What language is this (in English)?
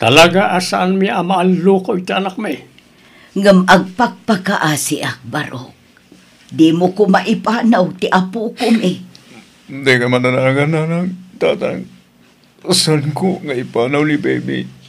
Iloko